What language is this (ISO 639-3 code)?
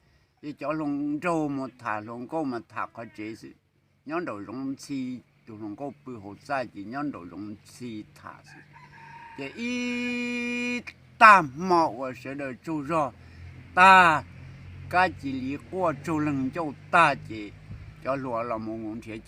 hmn